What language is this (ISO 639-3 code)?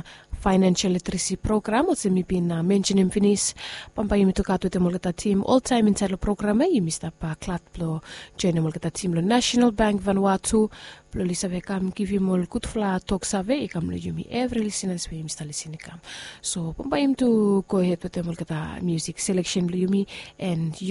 bis